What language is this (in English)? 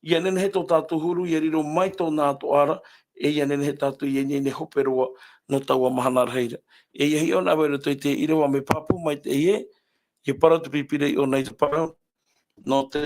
Tahitian